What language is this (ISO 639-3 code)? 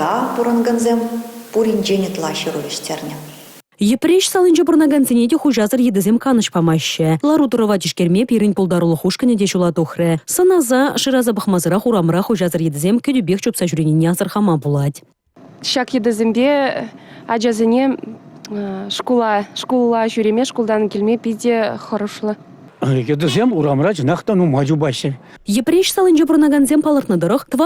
chv